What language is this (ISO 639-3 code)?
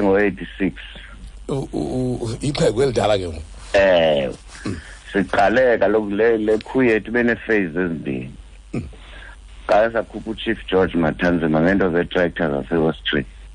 xho